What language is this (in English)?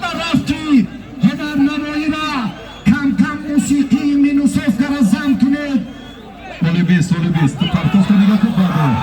Tajik